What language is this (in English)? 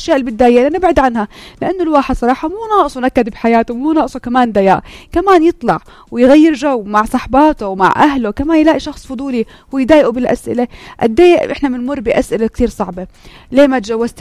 North Levantine Arabic